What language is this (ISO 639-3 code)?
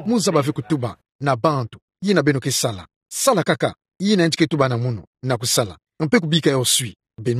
ktu